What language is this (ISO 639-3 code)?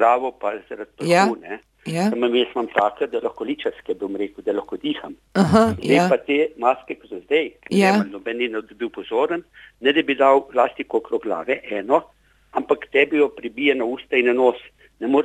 slv